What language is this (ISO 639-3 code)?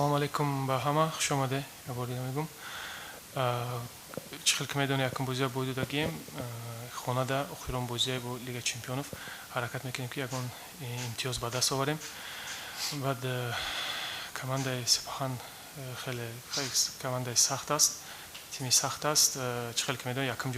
tgk